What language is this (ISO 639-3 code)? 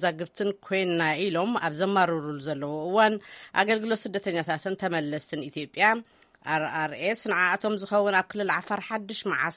tir